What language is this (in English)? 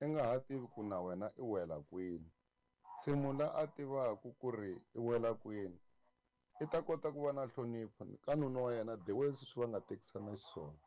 Tsonga